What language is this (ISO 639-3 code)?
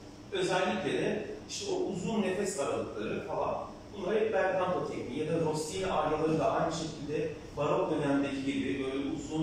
tur